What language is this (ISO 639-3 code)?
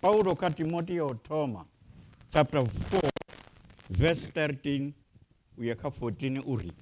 ven